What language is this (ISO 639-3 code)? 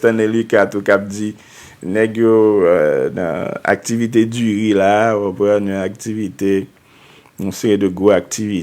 hat